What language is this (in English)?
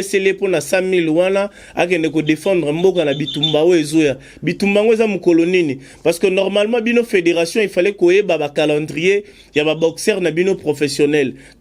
Lingala